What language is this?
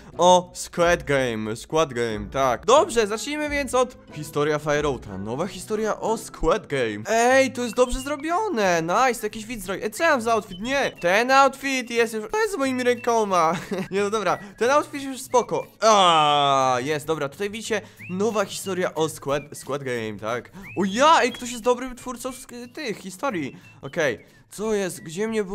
Polish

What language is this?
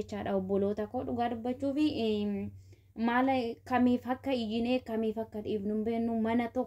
Oromo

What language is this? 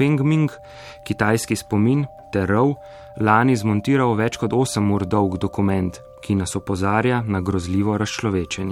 Slovenian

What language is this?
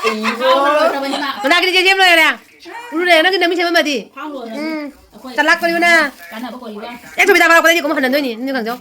Manipuri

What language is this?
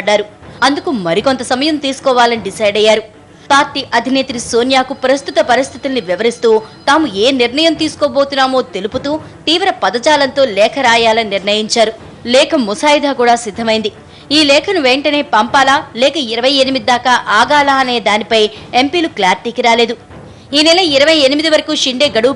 Telugu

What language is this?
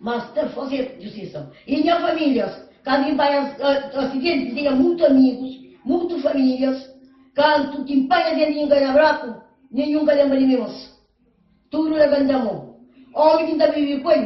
Kabuverdianu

